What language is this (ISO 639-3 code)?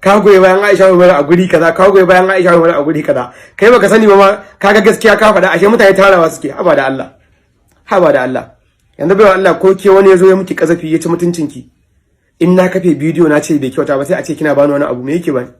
hau